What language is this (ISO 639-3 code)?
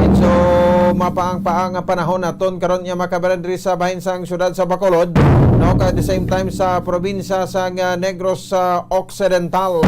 hil